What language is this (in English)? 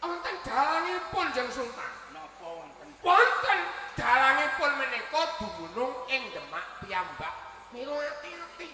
Javanese